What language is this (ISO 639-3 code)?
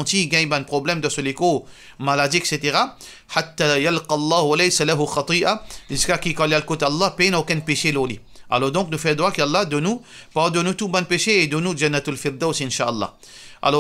mfe